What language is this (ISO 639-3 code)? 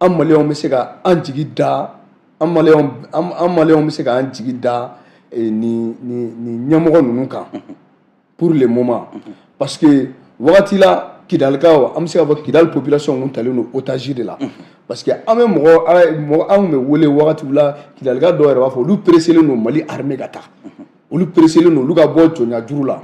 bam